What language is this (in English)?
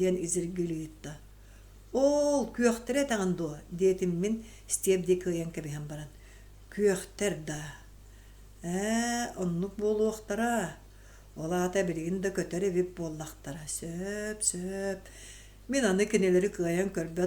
Yakut